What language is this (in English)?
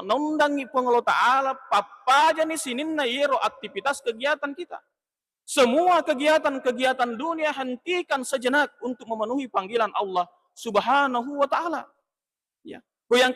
Buginese